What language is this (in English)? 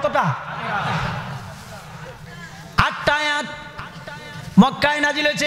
Bangla